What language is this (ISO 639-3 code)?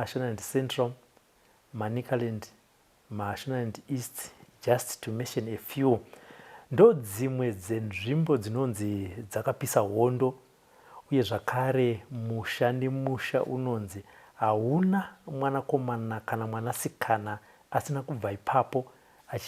sna